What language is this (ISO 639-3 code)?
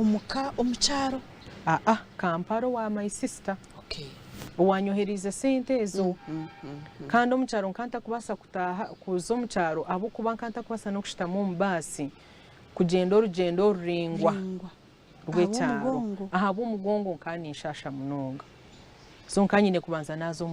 nyn